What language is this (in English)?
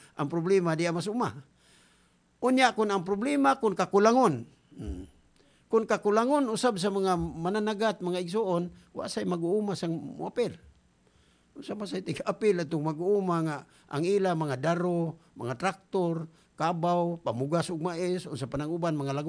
Cebuano